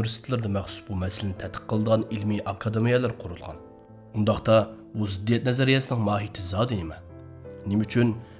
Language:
Uyghur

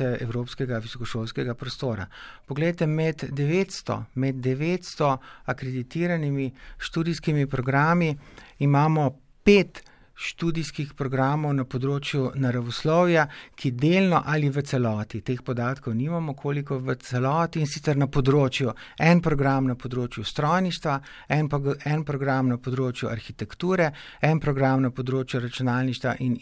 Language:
Slovenian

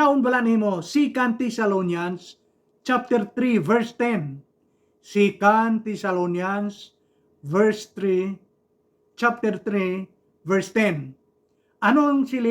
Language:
Hiligaynon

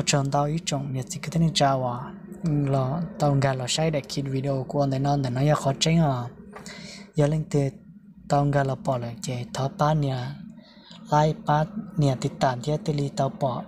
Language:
Hmong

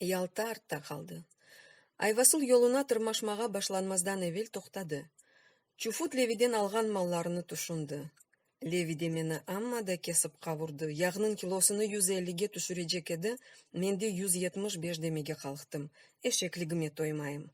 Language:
Crimean Tatar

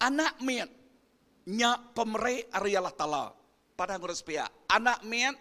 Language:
Iban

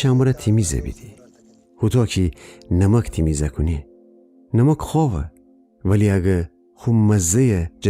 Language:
Gilaki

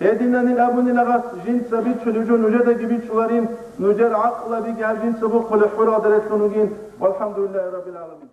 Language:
Avaric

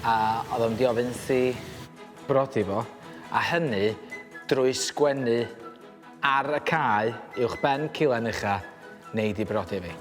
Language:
Welsh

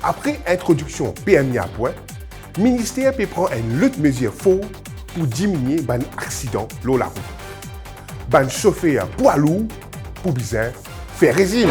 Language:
Morisyen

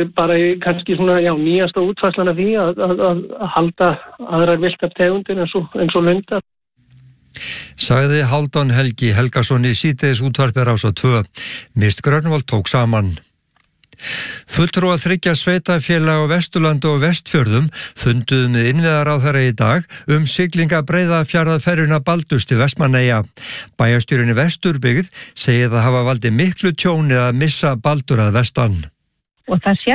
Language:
Icelandic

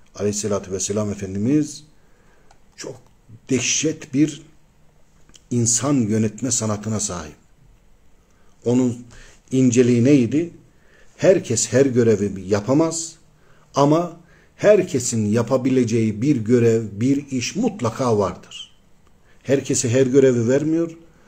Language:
Turkish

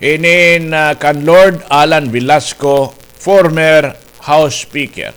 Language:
Waray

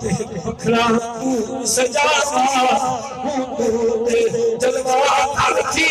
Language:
Saraiki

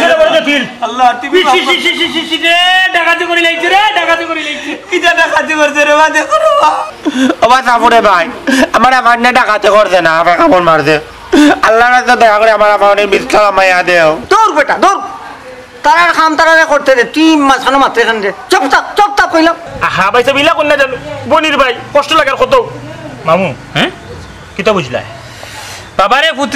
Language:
Sylheti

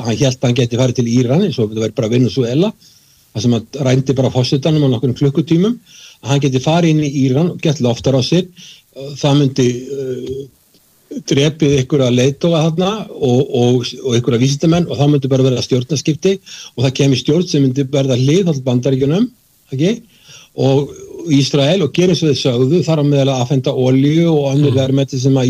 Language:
Icelandic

